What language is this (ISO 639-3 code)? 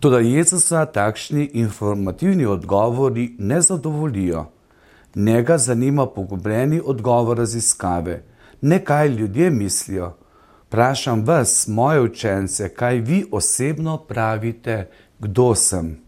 slv